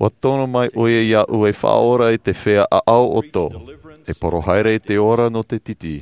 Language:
Tahitian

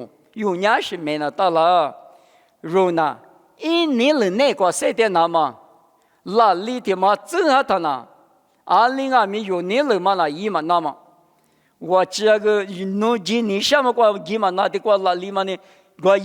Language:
Lisu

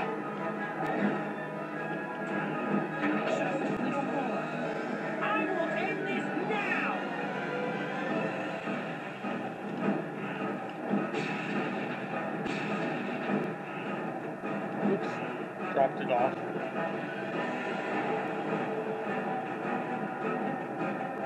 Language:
English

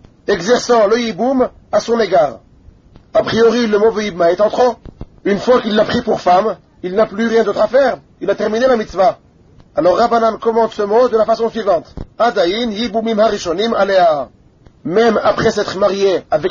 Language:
French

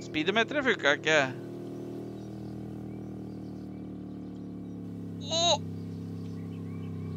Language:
Norwegian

